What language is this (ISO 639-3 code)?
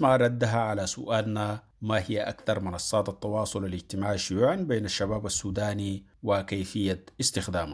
apd